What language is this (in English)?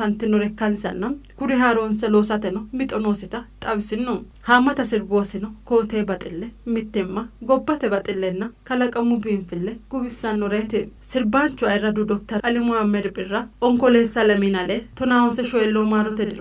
Sidamo